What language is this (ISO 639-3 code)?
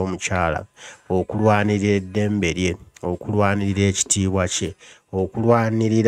lug